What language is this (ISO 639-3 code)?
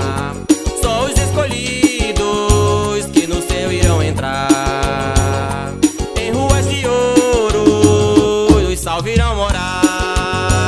por